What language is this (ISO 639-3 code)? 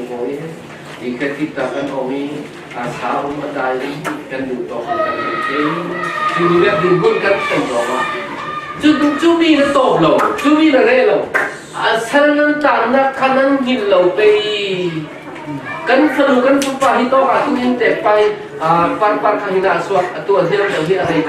cfm